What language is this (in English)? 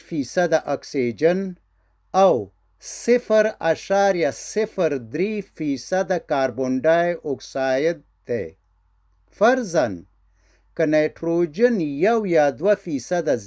Pashto